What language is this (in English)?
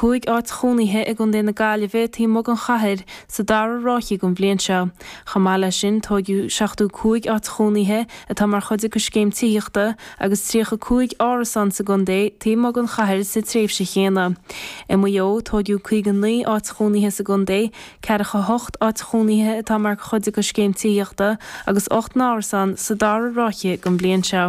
Irish